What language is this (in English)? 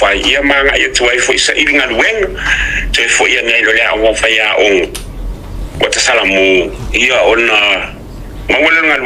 Samoan